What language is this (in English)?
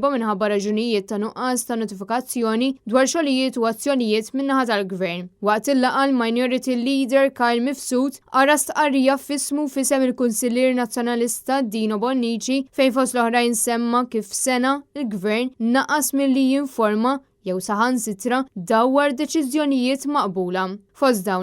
Maltese